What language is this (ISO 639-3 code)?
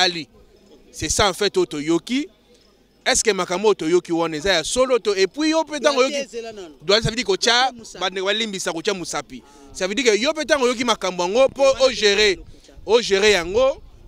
lin